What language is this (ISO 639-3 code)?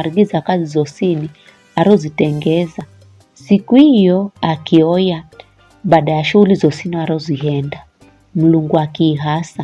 nyf